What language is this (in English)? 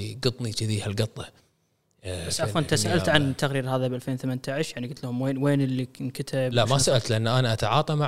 Gulf Arabic